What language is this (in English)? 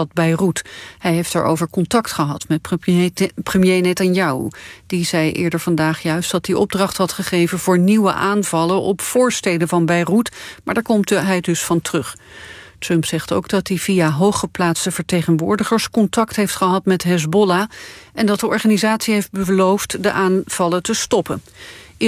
Dutch